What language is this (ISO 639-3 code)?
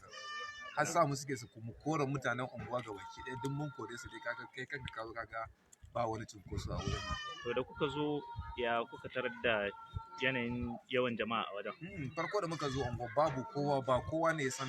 hau